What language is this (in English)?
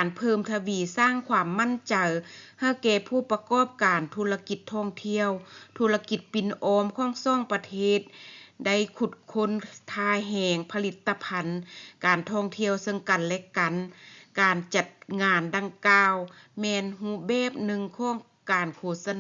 Lao